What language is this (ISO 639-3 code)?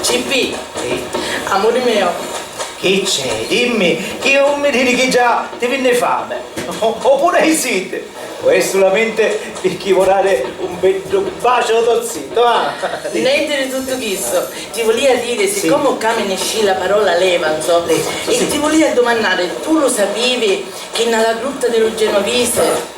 scn